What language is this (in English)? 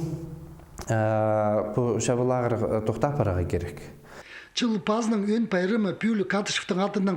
Khakas